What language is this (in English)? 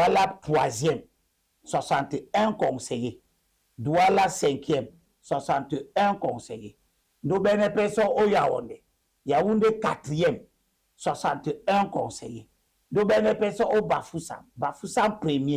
Duala